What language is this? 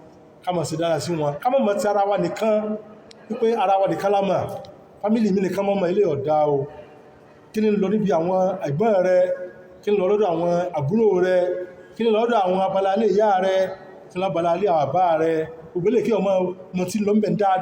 Yoruba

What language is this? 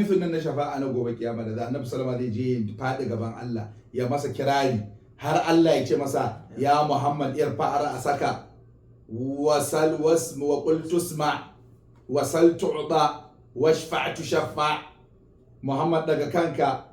Hausa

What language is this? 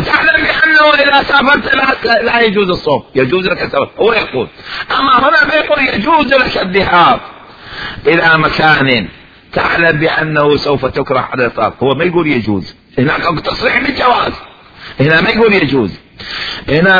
Mesopotamian Arabic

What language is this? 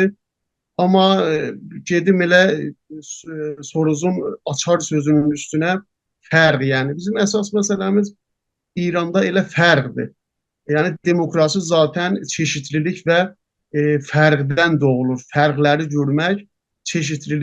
South Azerbaijani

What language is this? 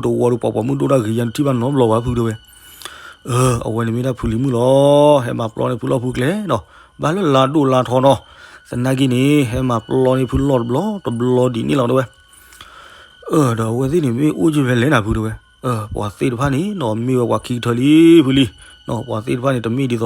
S'gaw Karen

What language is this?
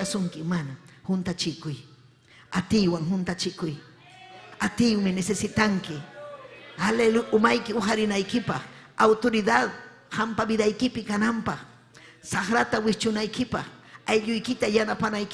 Ayacucho Quechua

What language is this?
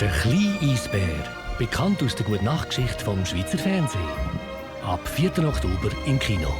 Swiss German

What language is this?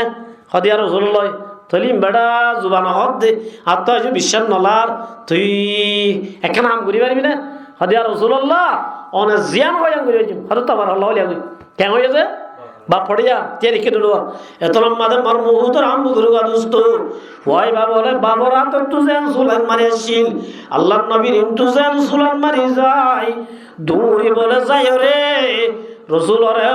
Rohingya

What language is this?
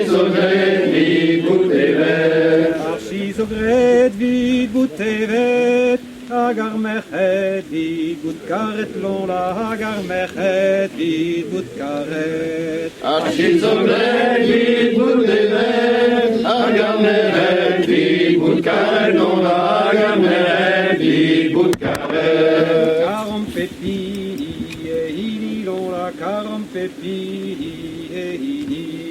Breton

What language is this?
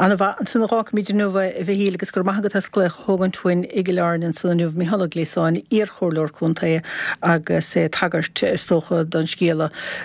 Irish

